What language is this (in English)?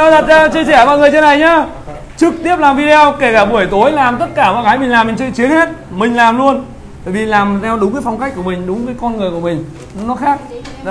Vietnamese